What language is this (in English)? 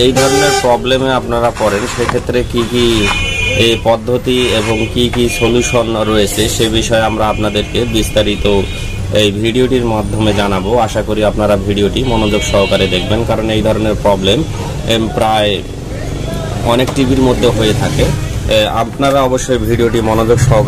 Bangla